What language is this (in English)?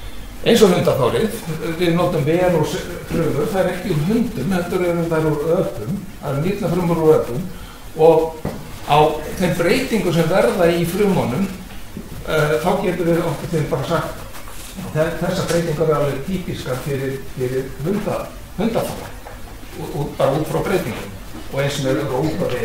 Icelandic